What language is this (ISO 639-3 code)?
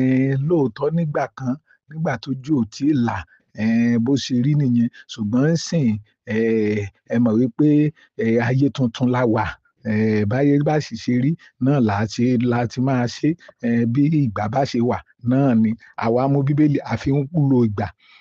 yor